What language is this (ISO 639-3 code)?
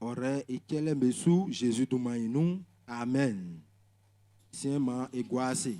bci